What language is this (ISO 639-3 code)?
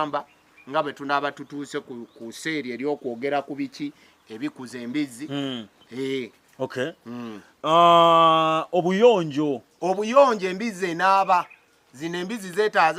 lug